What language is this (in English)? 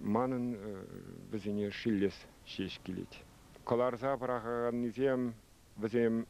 Chuvash